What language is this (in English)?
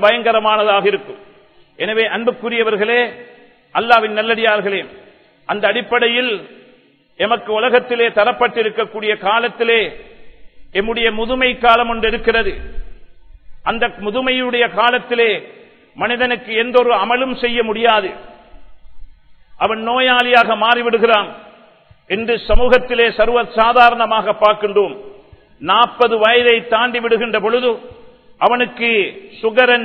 Tamil